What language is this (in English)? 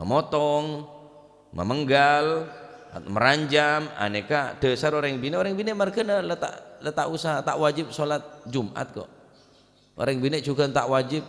Madurese